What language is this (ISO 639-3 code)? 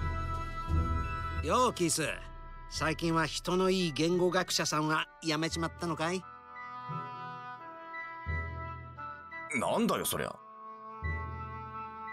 jpn